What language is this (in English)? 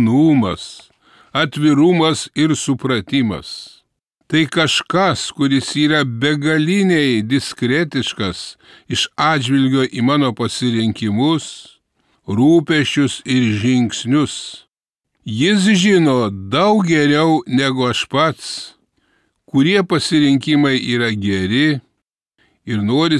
Lithuanian